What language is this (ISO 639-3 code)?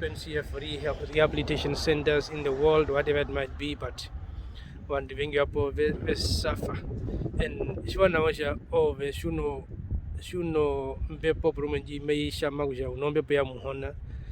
her